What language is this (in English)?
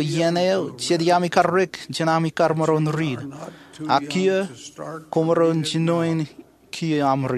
Marshallese